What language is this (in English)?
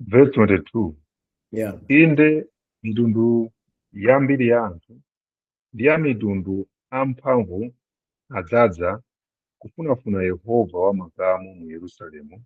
Nyanja